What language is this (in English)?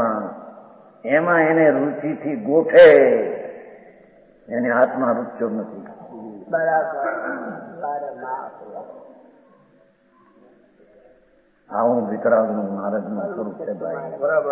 Gujarati